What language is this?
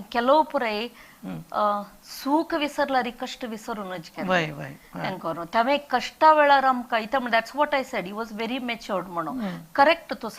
Konkani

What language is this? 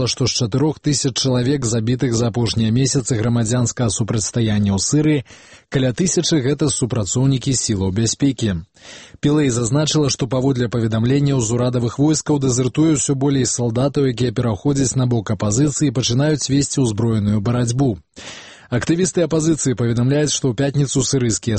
Belarusian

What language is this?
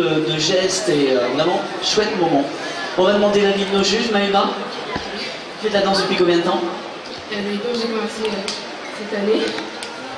French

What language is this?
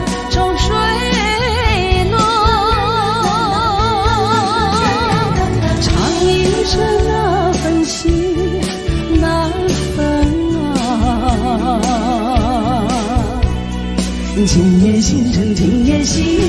Min Nan Chinese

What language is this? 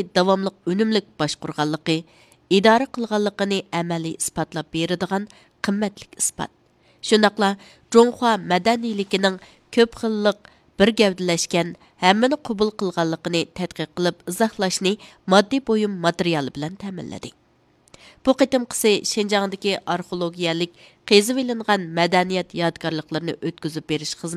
Uyghur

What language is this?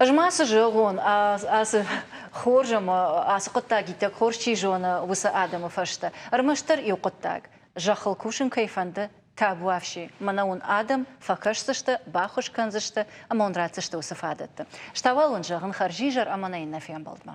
Ossetic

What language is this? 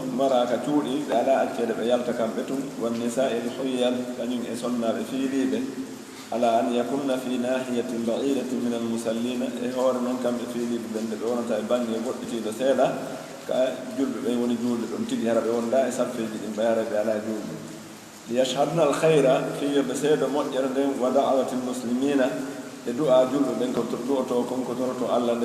Pular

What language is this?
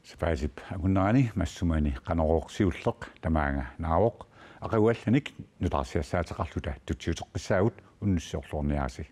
Kalaallisut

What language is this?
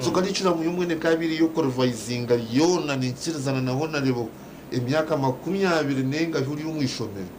Nyankole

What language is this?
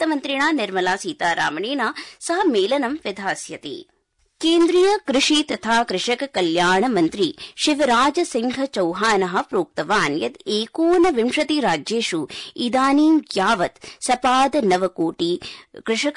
Sanskrit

